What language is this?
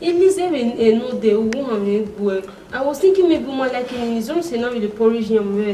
Bini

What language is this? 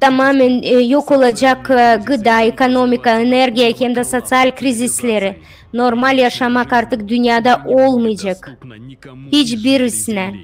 Gagauz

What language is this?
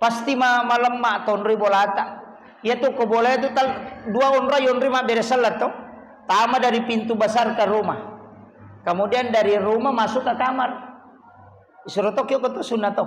Buginese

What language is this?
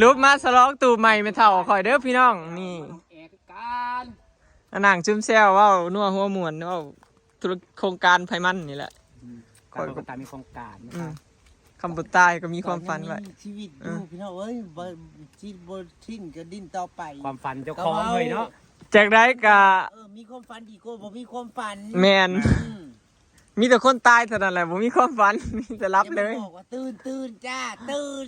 Northeastern Thai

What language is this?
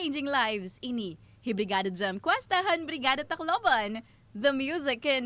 Waray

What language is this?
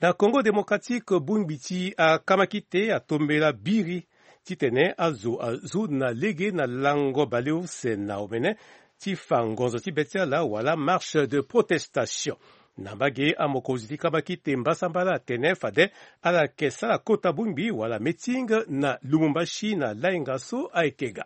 Sango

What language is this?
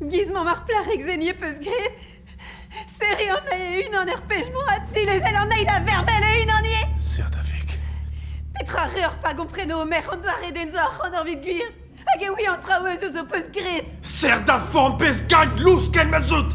Breton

